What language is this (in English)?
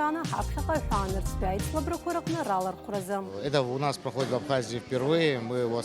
Abkhazian